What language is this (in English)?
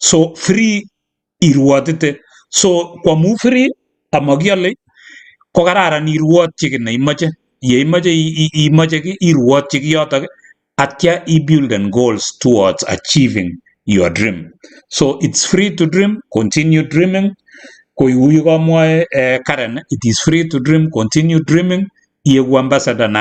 Kalenjin